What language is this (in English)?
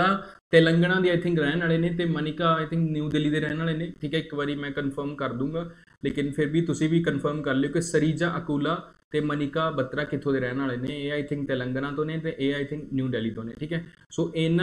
Punjabi